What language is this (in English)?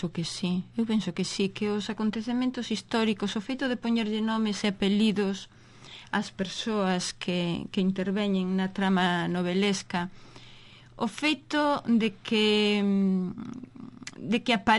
Galician